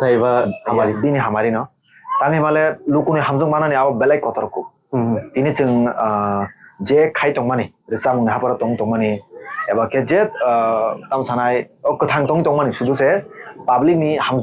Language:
Kok Borok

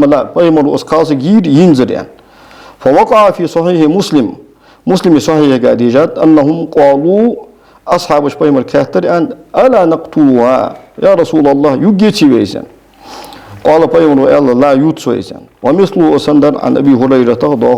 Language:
Ingush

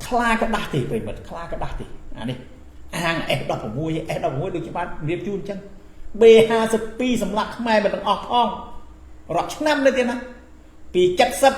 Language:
Khmer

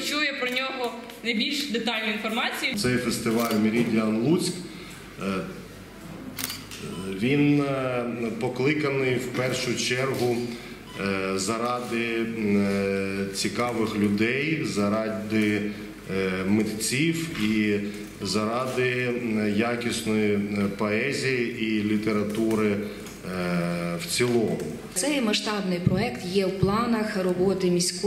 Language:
Ukrainian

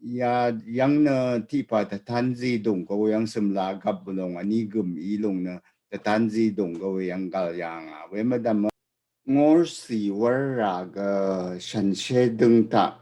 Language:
Rawang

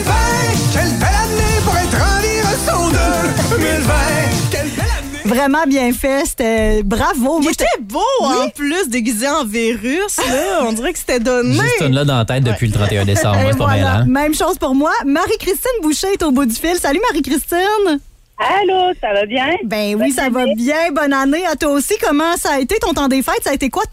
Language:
French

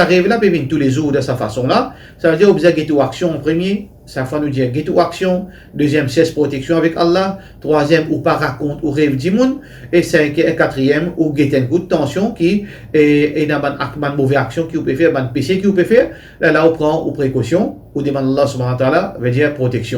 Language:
Morisyen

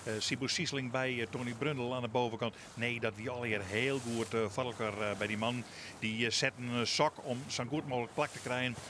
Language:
Western Frisian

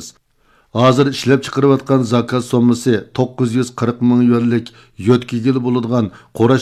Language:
Uyghur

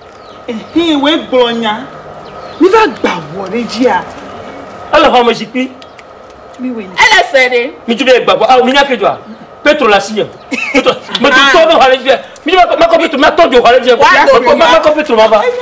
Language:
Ewe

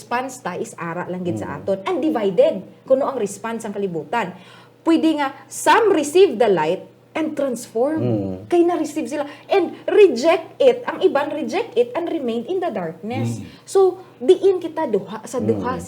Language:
Hiligaynon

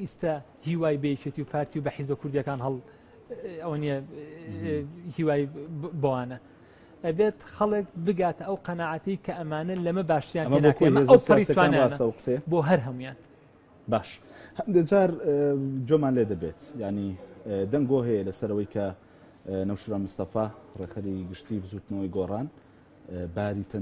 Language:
Central Kurdish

